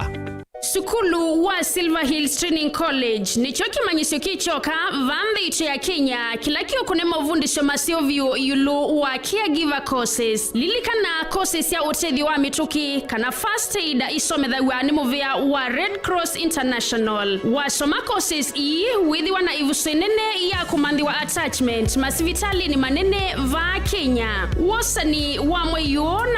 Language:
Kamba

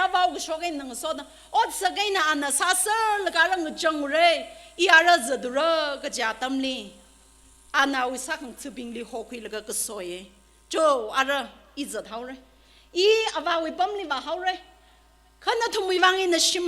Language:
Tangkhul Naga (India)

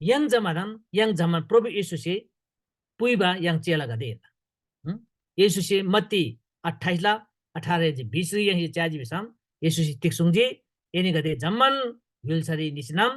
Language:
Eastern Tamang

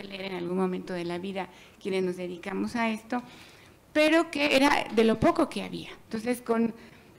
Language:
Spanish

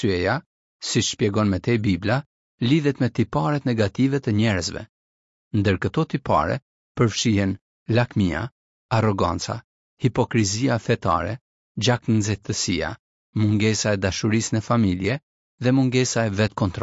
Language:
Albanian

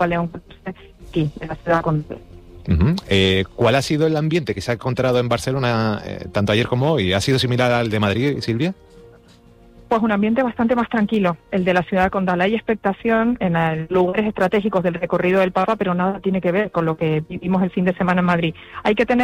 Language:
Spanish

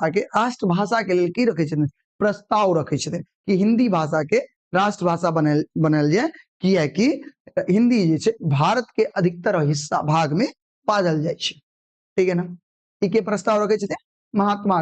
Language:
Maithili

